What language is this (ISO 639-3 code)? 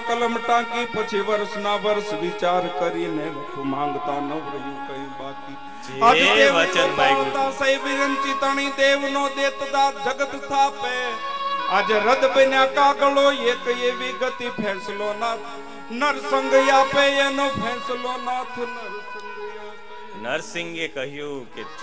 guj